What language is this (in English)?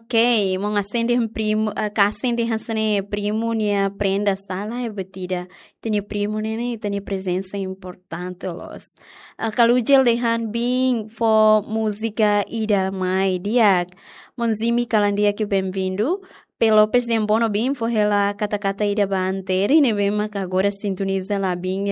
Tetum